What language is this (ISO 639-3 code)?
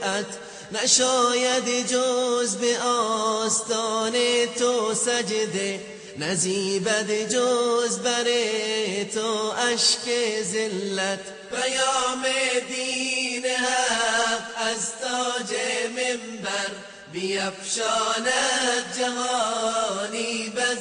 fas